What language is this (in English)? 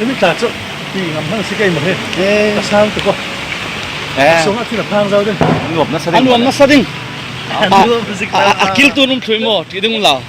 Falam Chin